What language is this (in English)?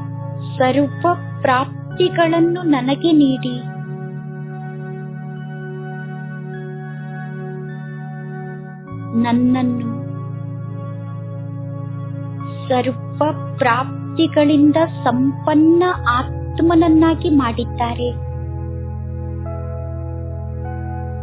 Kannada